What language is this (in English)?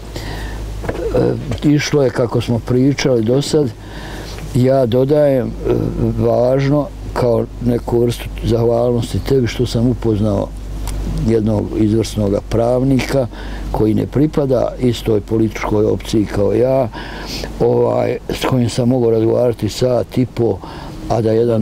Bosnian